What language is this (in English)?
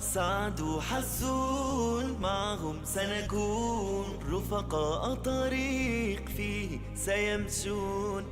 Ingush